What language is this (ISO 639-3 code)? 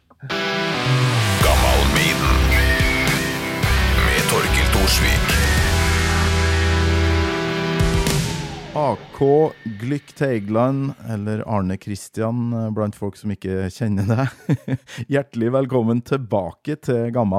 nor